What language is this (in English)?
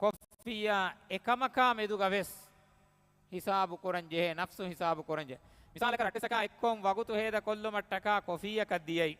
Divehi